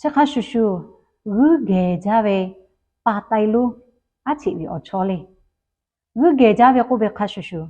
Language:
Lahu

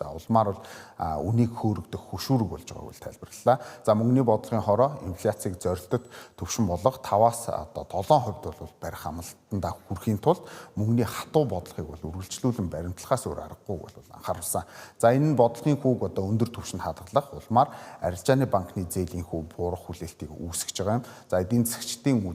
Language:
Mongolian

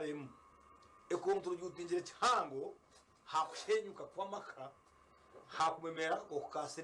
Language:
Nyankole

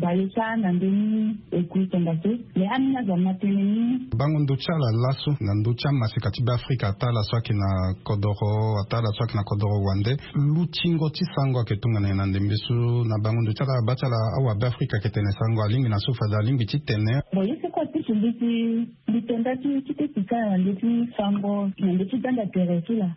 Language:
Sango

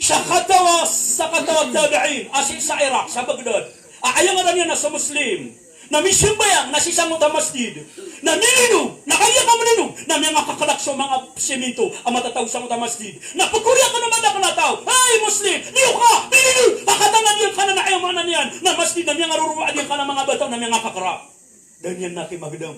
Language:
Maranao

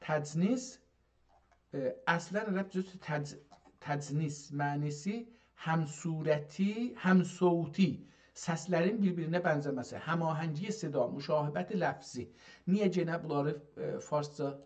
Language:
South Azerbaijani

